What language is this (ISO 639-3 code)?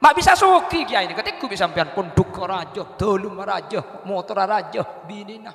mad